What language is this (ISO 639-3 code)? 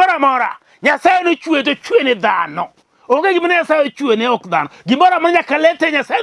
luo